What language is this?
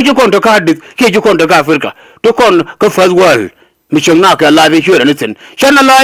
Nuer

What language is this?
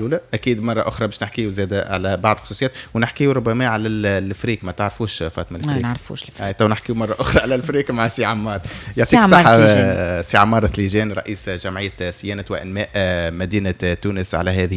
Tunisian Arabic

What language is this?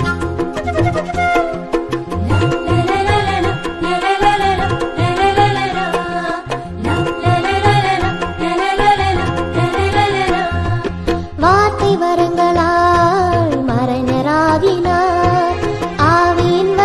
Tamil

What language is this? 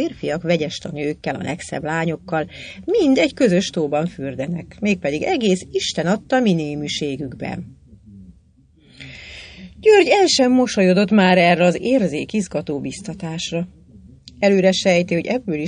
Hungarian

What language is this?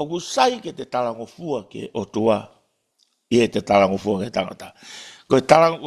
Tongan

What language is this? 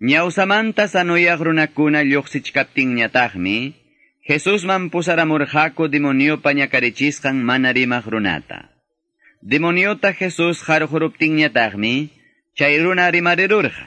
Quechua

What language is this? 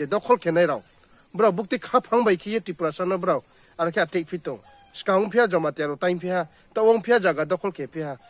Riang (India)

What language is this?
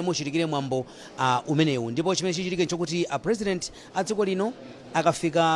Nyanja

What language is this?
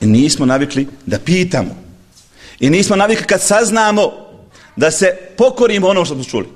Bosnian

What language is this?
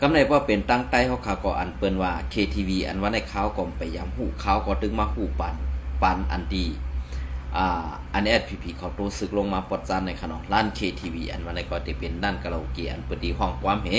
Shan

